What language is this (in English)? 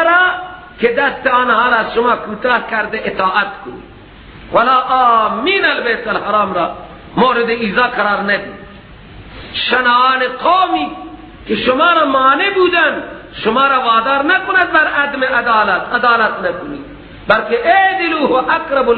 Persian